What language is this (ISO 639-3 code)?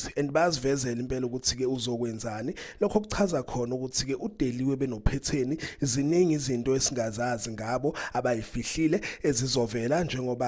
zul